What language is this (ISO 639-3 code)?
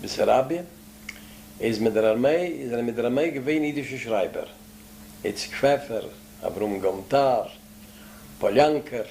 yid